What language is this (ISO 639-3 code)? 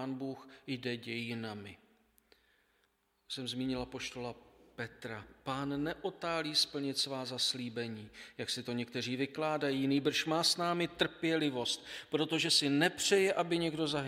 ces